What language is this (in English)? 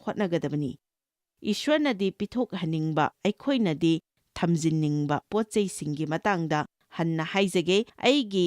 Manipuri